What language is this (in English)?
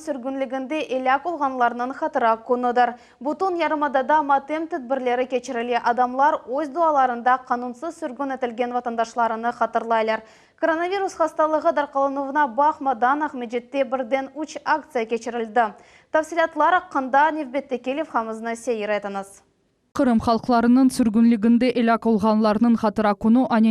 Crimean Tatar